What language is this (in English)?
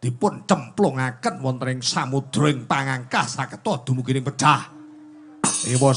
Javanese